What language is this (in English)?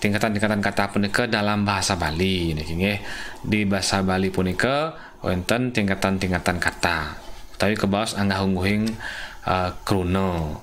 Balinese